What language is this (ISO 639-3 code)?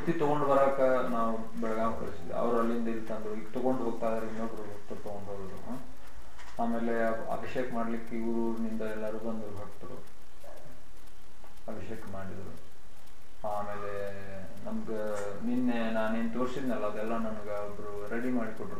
kan